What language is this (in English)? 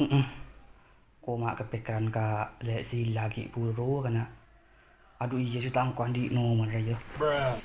Madurese